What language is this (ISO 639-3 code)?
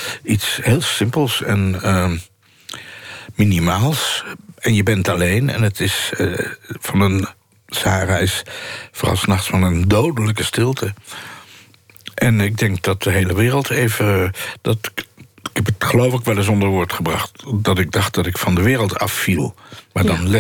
nld